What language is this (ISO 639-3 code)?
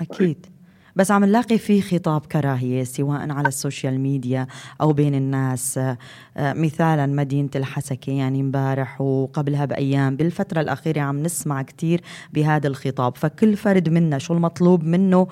apc